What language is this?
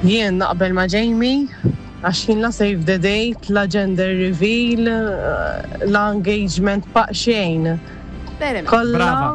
Maltese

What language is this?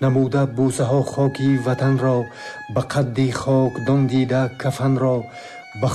Tajik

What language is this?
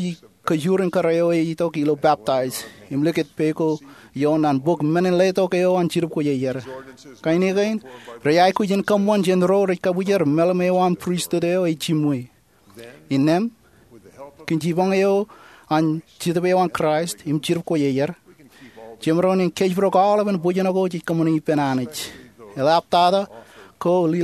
Marshallese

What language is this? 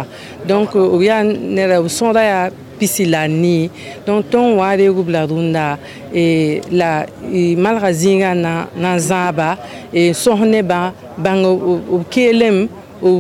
Mossi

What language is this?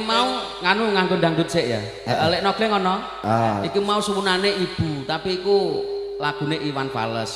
Javanese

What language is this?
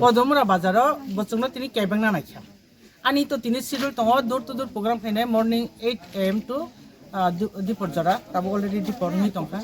Kok Borok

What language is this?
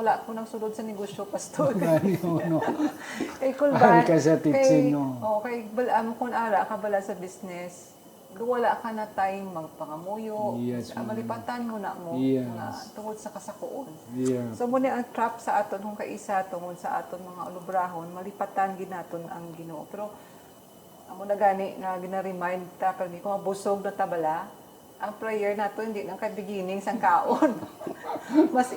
Hiligaynon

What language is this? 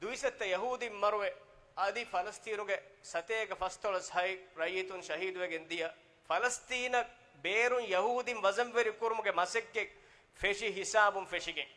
Divehi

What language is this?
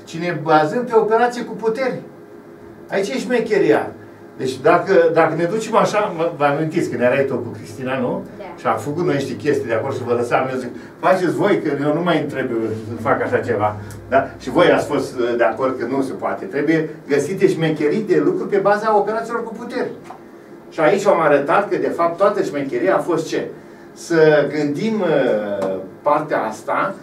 Romanian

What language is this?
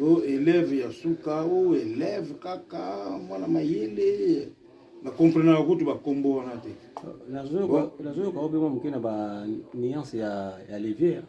Lingala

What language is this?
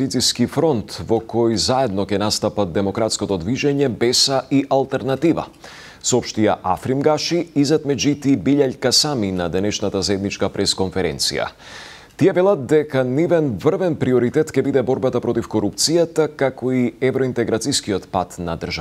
Macedonian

